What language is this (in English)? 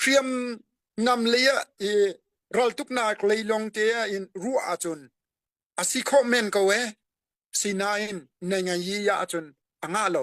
Hakha Chin